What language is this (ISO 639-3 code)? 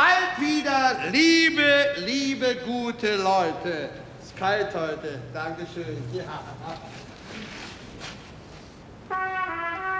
deu